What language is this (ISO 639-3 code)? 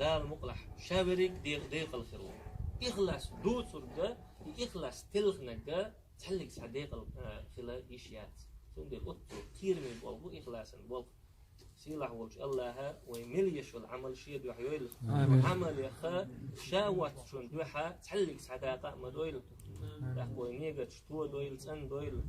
che